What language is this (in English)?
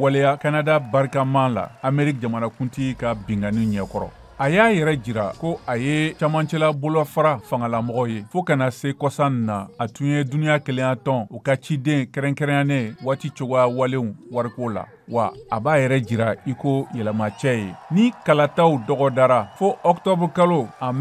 Bambara